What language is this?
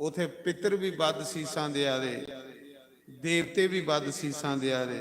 Dogri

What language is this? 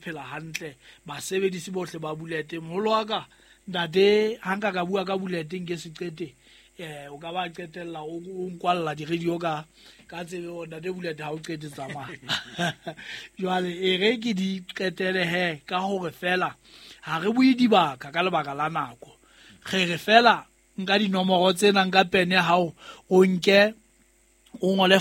Southern Sotho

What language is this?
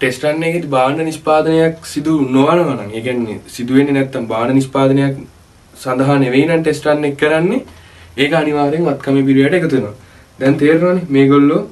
Sinhala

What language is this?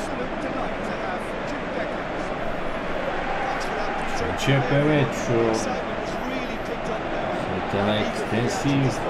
Romanian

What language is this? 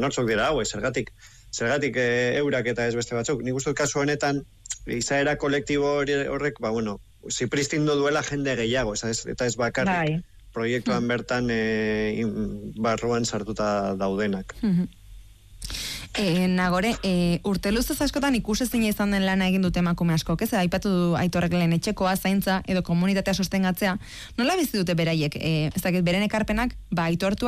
Basque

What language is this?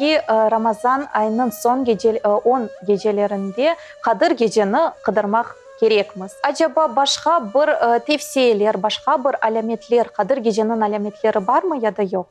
Crimean Tatar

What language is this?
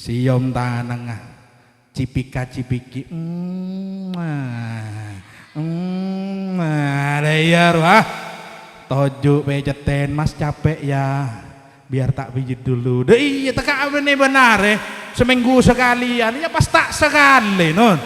Madurese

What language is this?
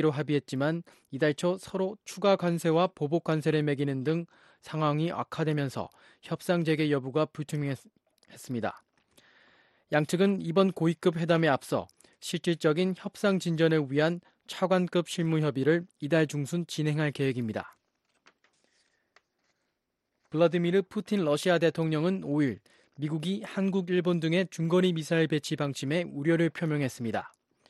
Korean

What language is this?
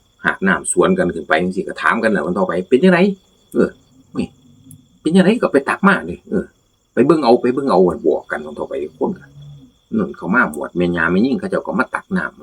Northeastern Thai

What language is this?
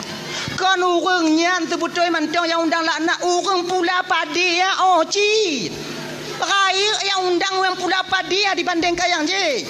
Achinese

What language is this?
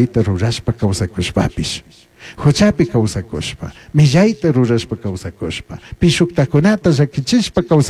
Chimborazo Highland Quichua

